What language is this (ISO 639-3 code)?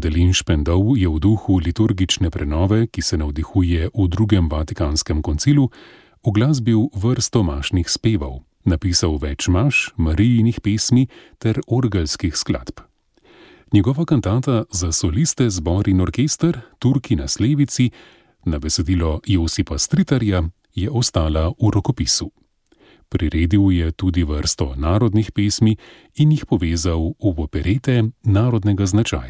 slv